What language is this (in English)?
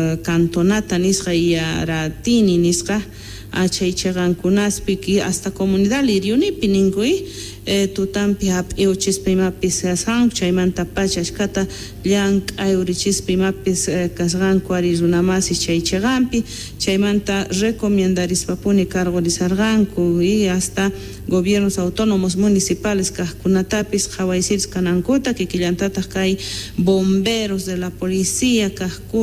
South Bolivian Quechua